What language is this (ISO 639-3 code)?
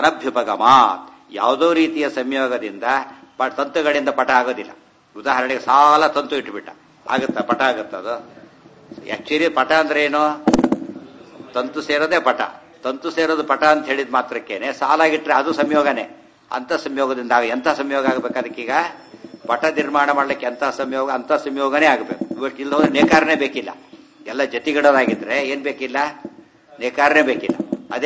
kan